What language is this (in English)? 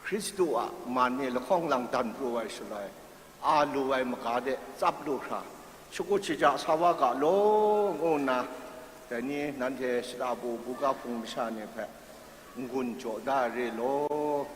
Kachin